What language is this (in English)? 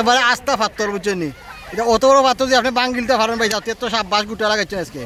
Sylheti